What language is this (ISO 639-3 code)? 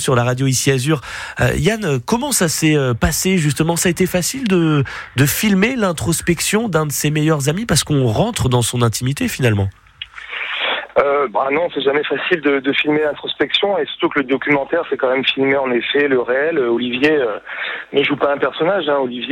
fra